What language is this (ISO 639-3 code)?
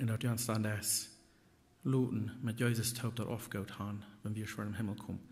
pdt